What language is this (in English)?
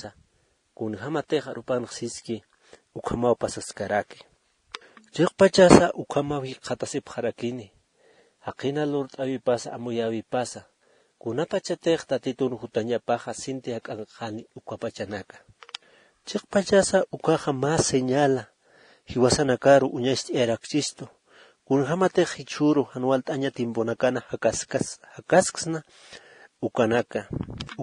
Aymara